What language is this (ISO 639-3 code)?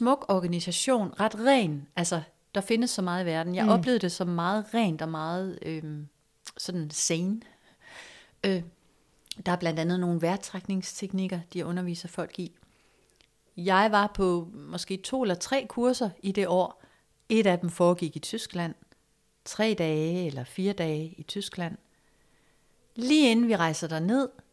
dan